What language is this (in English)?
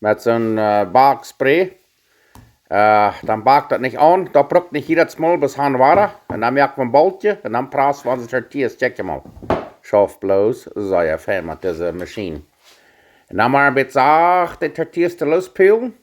Plautdietsch